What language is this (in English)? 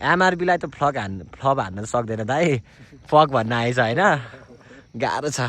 Nepali